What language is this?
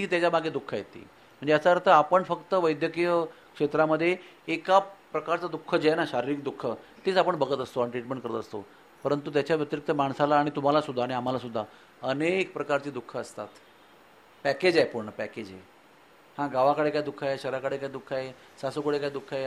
Marathi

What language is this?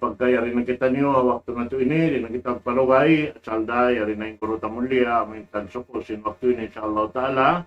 Tausug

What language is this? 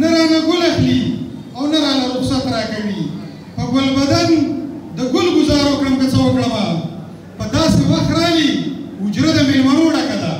Pashto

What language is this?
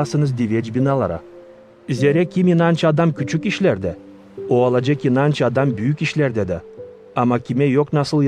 Gagauz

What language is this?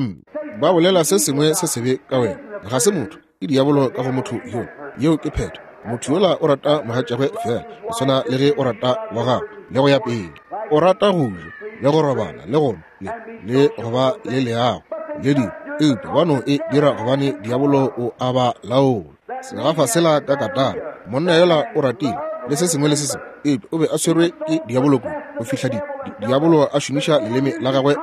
Northern Sotho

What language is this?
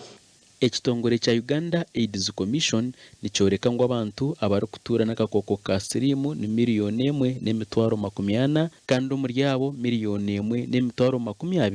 Nyankole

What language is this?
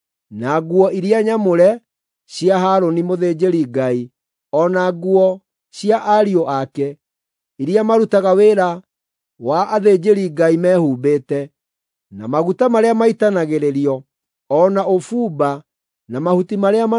Kikuyu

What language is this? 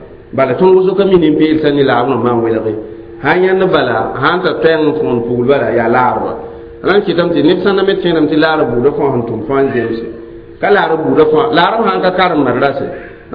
Mossi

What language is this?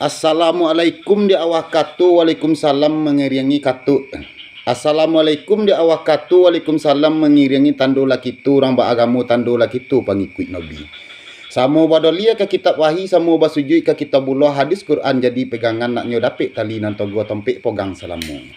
Minangkabau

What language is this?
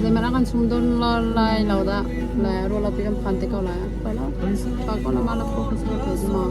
Hakha Chin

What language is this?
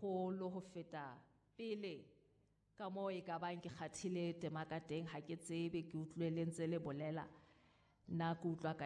Southern Sotho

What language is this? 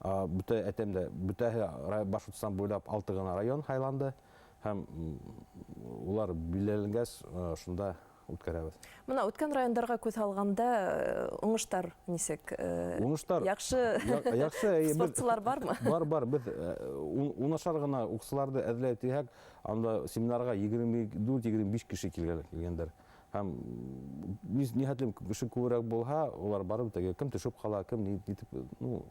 Bashkir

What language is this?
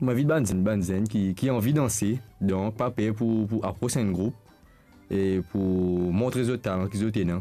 Morisyen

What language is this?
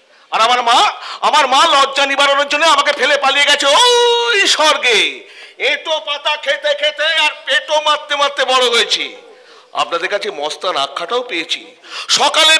Bangla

